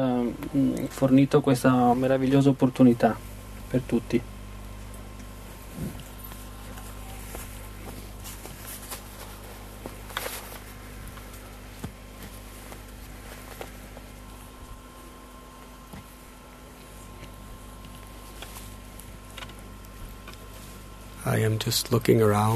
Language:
Italian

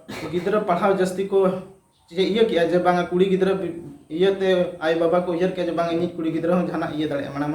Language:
Santali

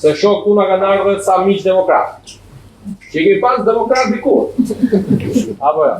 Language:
Albanian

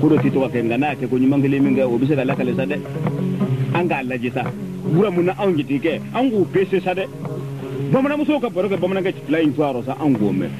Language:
Bambara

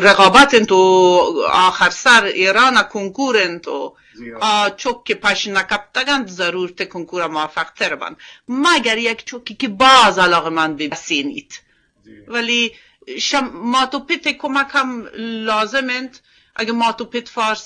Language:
Eastern Balochi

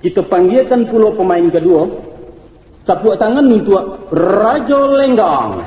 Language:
Minangkabau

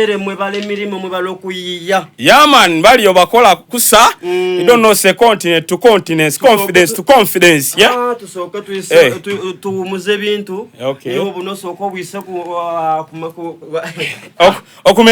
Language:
Soga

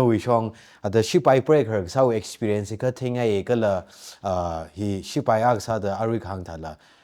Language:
Tangkhul Naga (India)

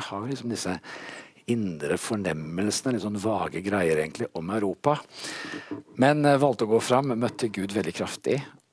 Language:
Norwegian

